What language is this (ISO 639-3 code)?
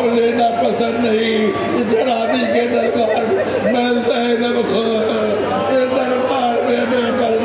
urd